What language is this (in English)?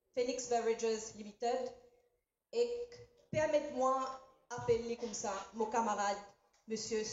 Morisyen